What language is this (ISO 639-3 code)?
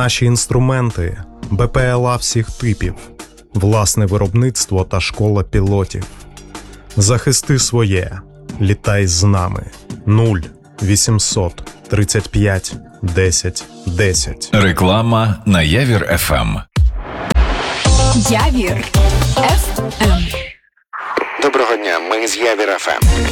ukr